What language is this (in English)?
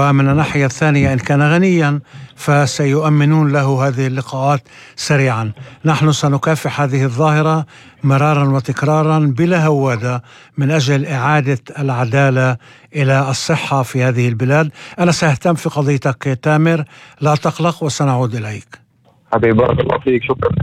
North Levantine Arabic